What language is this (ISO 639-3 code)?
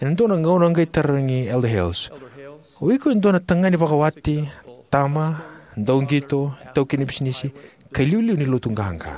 fij